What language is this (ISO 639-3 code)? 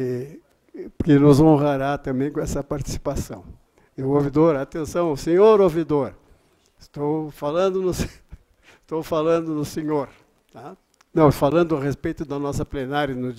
por